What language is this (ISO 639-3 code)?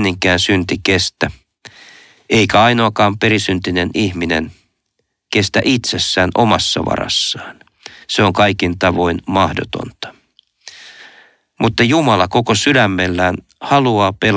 fin